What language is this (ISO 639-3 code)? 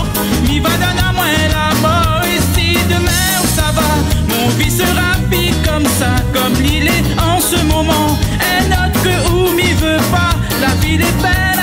rcf